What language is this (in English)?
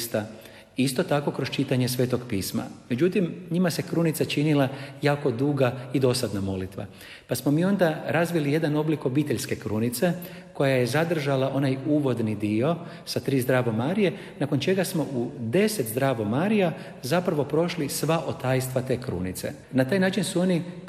Croatian